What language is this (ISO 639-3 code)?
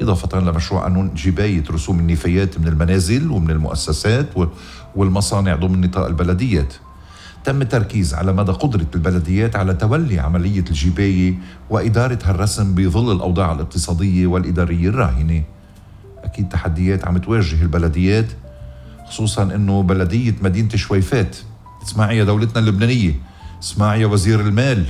apc